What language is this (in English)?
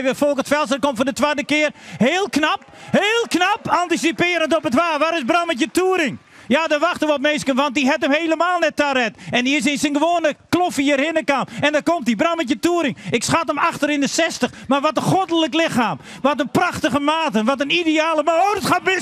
Western Frisian